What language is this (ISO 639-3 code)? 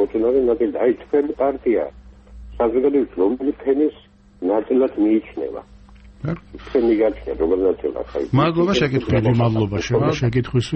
kat